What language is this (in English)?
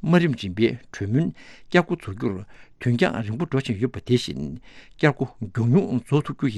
Tibetan